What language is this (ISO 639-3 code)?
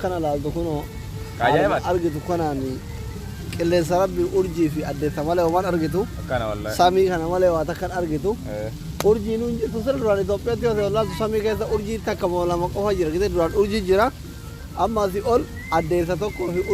orm